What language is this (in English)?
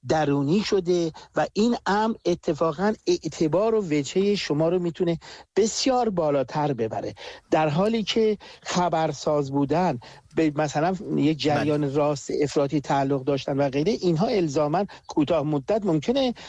Persian